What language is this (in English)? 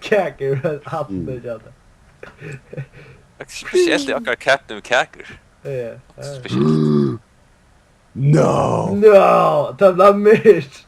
Faroese